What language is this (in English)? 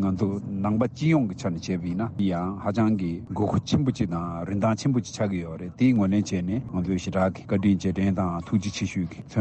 Tibetan